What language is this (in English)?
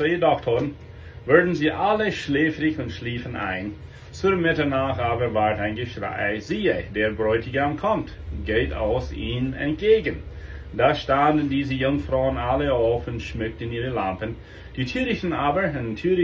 Plautdietsch